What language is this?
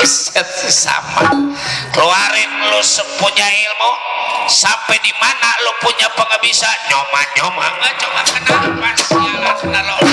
Betawi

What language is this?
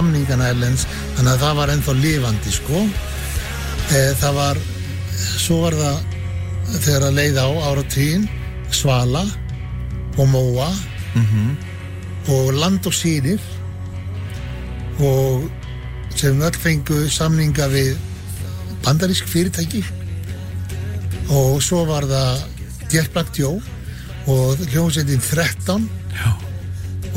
Icelandic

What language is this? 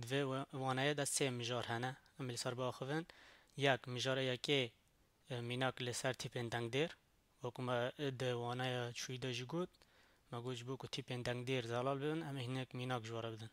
Kurdish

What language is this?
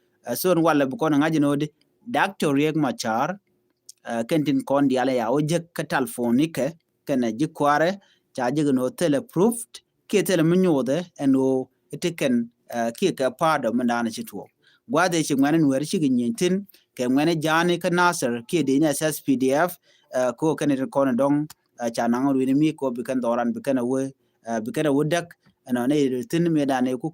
Nuer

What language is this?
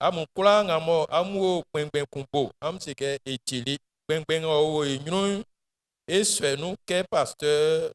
Baoulé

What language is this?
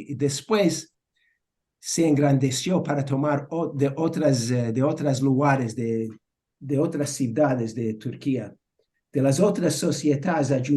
Ladino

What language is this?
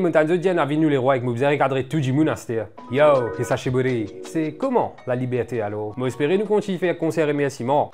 Morisyen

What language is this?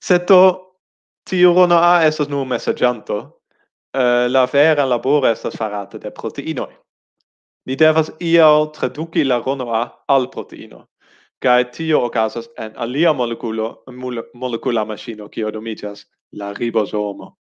Esperanto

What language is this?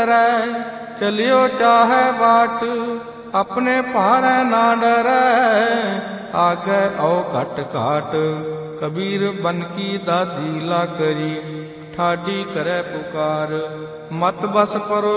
Punjabi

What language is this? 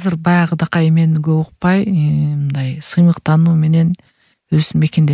Kyrgyz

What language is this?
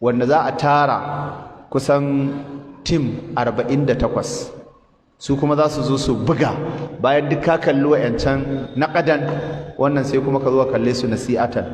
Hausa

